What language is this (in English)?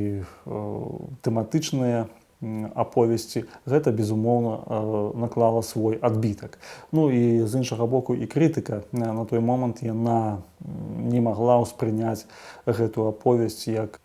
Belarusian